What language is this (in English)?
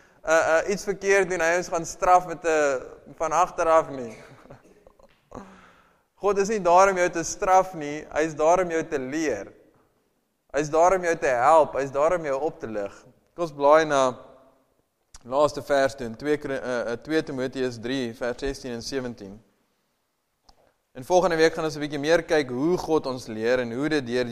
Afrikaans